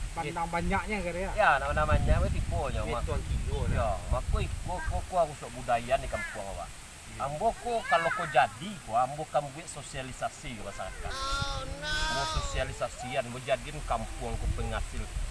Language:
Minangkabau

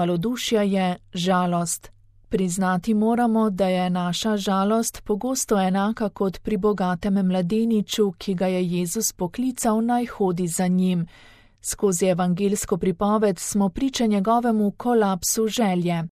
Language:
Slovenian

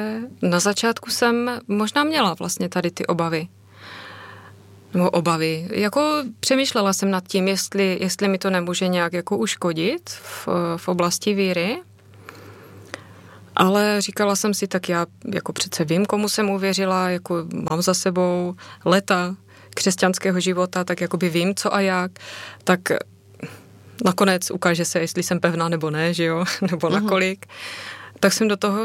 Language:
Czech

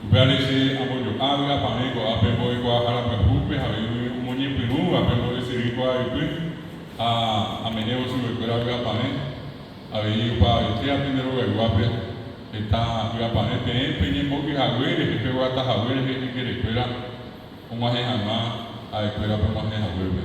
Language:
Guarani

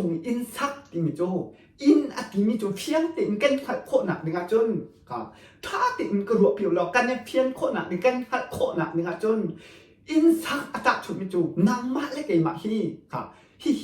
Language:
Hakha Chin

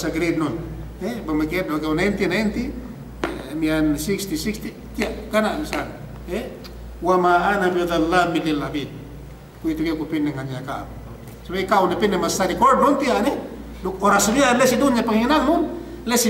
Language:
Yakan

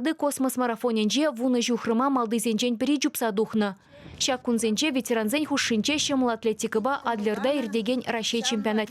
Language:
Chuvash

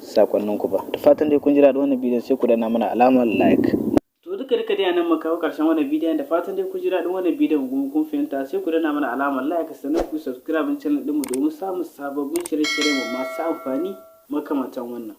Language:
Hausa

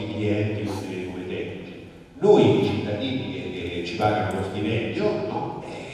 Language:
Italian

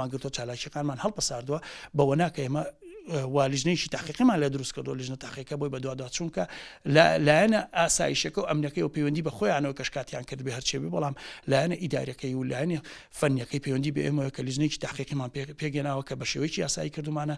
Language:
Central Kurdish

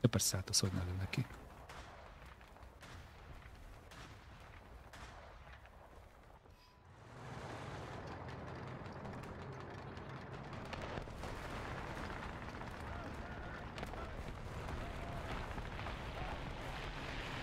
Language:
Hungarian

